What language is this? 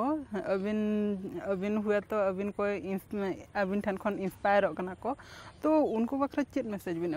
Santali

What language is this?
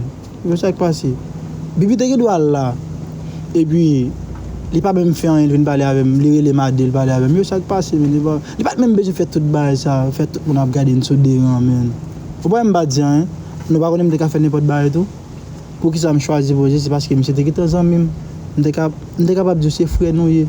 Haitian Creole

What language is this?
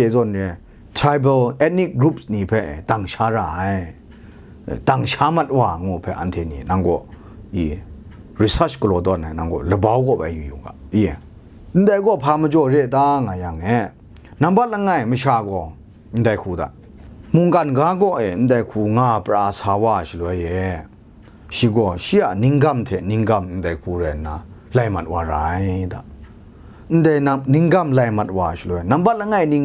Kachin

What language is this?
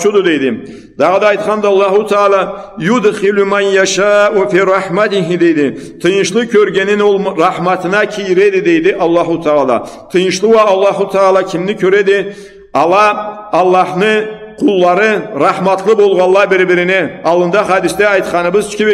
Karachay-Balkar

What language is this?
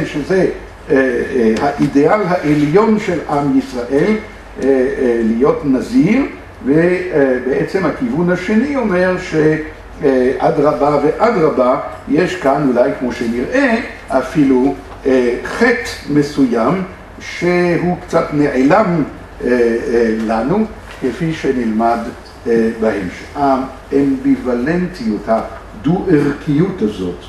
Hebrew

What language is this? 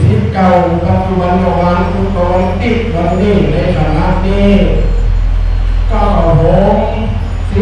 Thai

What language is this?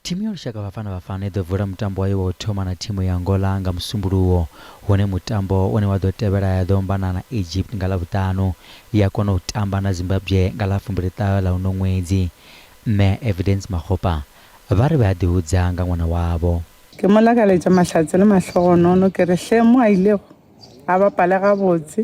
Venda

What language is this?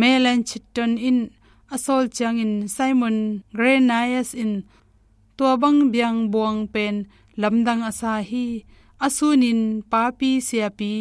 Tedim Chin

